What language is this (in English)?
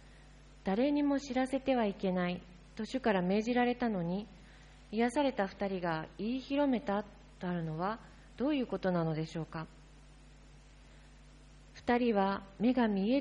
Japanese